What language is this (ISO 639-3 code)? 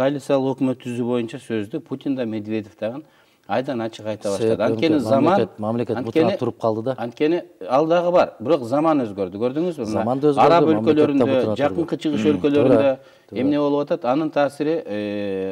kir